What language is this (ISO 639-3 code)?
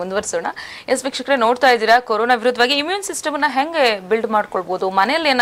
kan